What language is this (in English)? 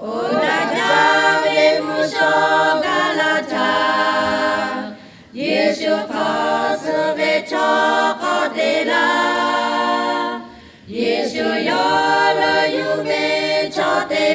Lahu